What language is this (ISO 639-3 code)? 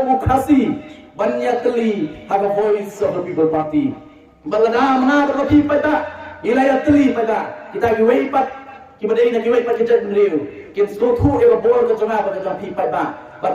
kha